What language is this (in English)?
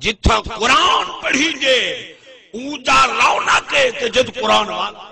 Saraiki